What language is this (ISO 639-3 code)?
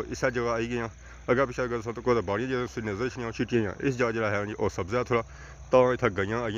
phr